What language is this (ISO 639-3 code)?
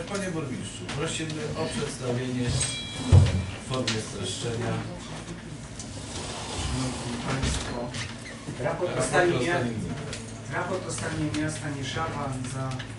pol